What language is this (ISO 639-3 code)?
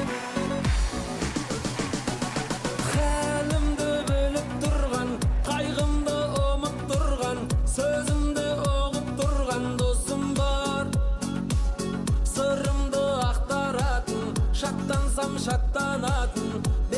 kaz